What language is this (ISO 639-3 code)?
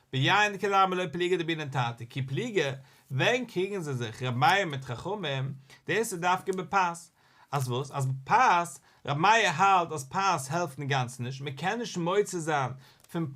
yid